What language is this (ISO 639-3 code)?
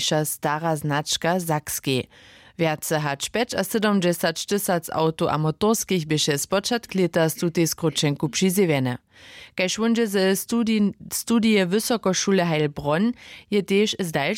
hsb